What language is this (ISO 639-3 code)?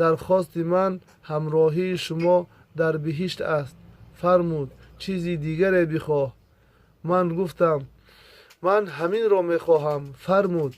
tgk